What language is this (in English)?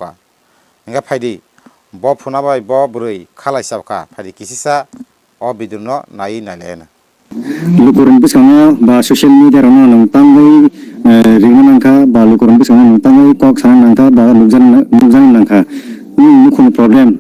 Kok Borok